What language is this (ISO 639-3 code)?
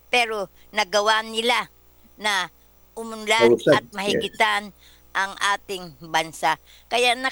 fil